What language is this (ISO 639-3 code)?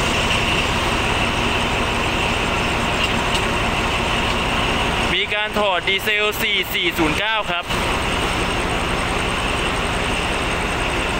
tha